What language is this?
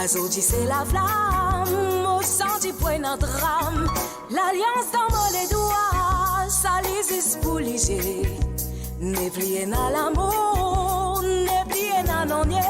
Morisyen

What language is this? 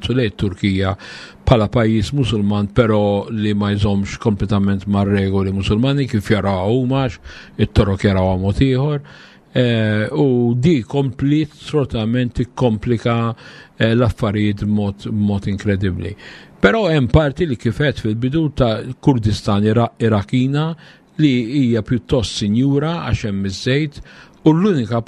Maltese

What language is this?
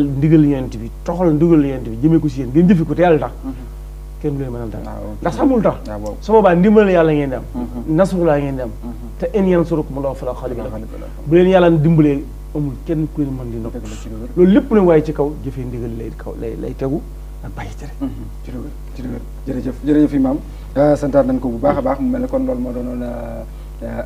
Wolof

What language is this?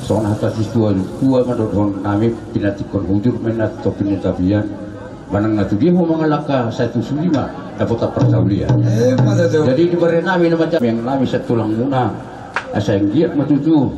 Batak Toba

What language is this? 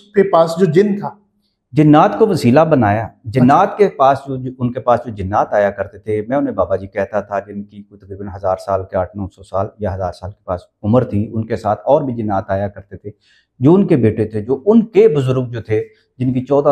Urdu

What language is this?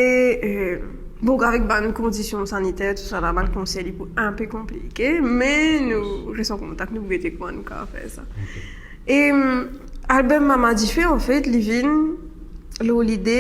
Morisyen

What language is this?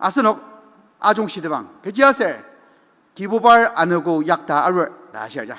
Ao Naga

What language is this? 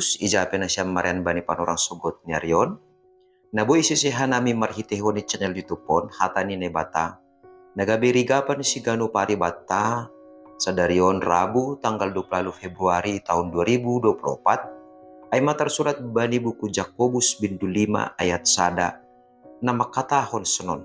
Batak Simalungun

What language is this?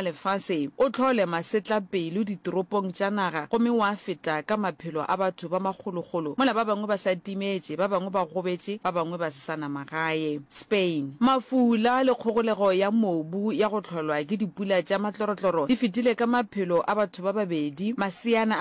Northern Sotho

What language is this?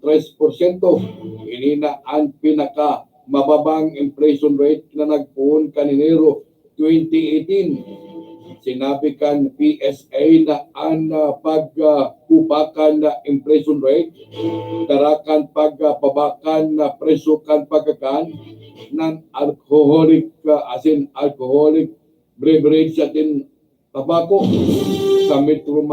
Bikol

